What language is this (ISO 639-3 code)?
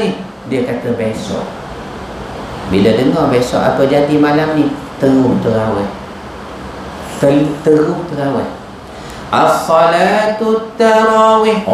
msa